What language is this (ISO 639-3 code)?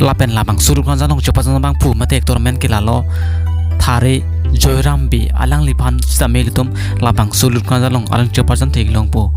mjw